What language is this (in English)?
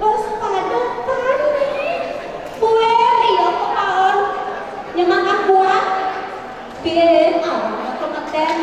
Balinese